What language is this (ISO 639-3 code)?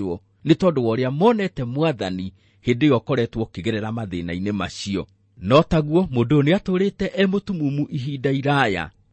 kik